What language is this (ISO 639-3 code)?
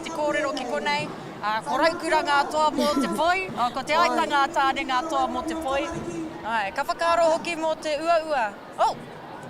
mri